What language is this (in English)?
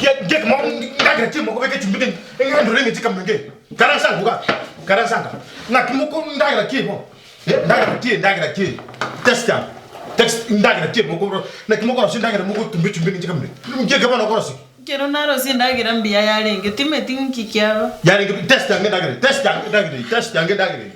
Gusii